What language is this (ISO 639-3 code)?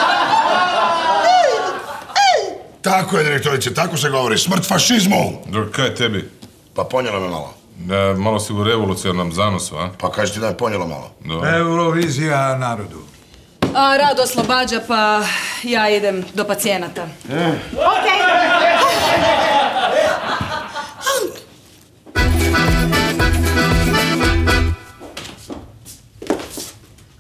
hrv